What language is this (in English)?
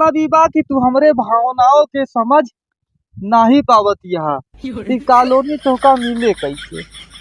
Awadhi